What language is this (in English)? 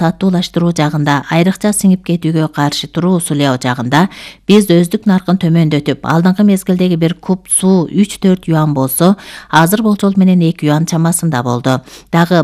Kyrgyz